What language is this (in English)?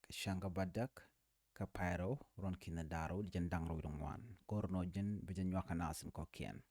Nuer